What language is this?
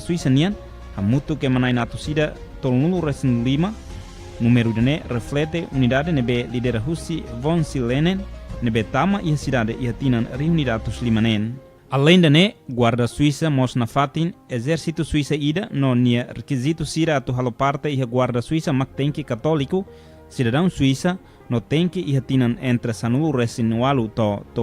Tetum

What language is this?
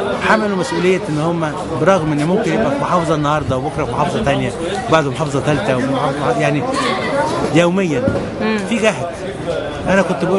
Egyptian Arabic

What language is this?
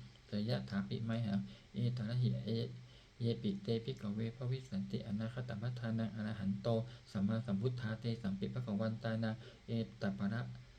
Pali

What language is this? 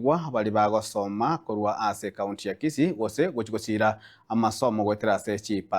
Gusii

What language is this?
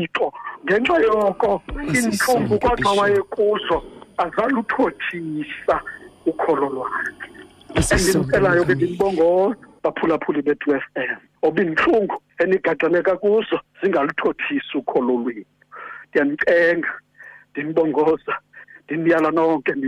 Xhosa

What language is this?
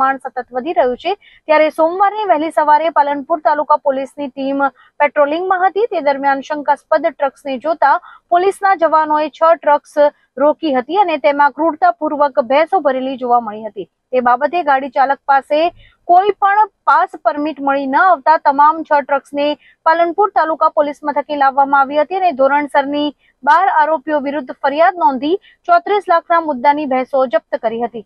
Gujarati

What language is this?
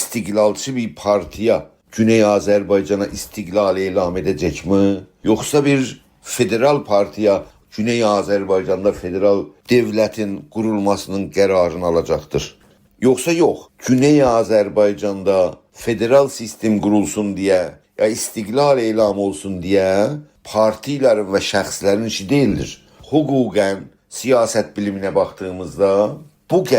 South Azerbaijani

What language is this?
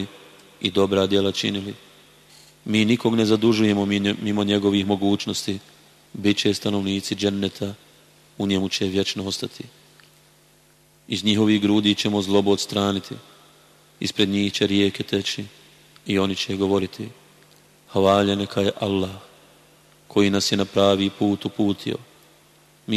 Bosnian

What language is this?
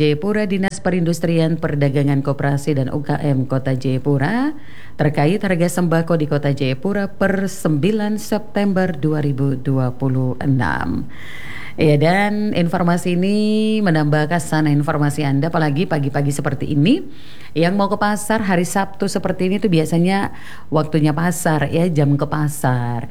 Indonesian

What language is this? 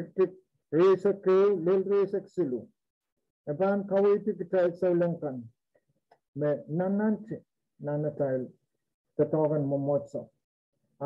Pohnpeian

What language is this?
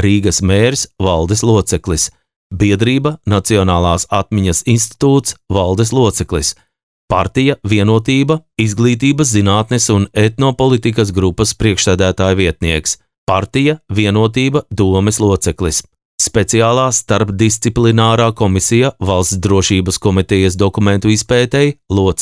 Latvian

